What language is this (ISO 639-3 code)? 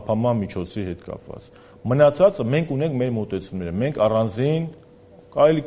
hye